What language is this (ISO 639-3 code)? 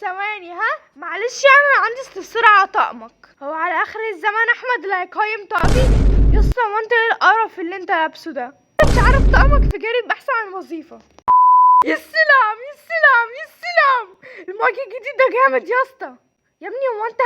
arz